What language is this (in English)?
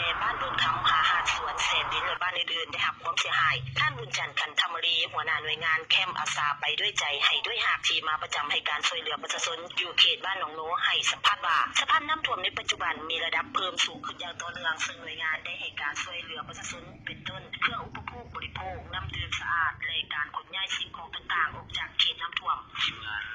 Lao